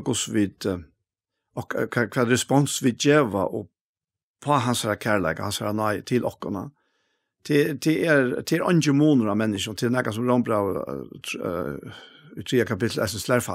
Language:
Faroese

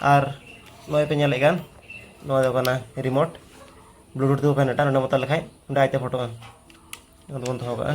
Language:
Santali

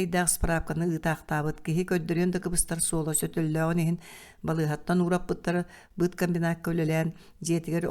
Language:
Yakut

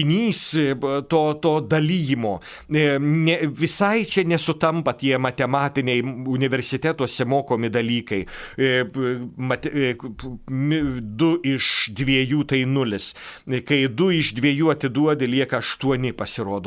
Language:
Lithuanian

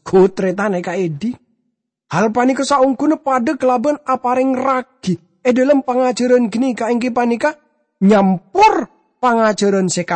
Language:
Madurese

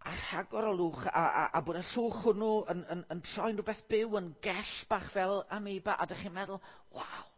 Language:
Welsh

